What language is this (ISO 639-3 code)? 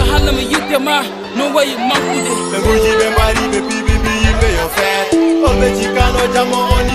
ful